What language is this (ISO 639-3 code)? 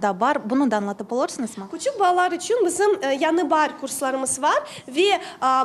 crh